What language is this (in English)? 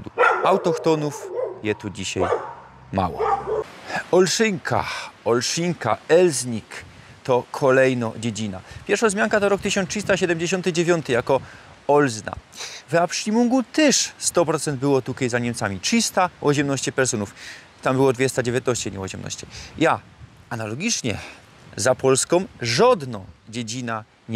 Silesian